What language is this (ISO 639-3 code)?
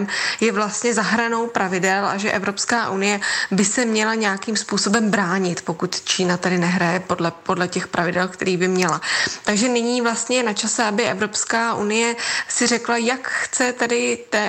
ces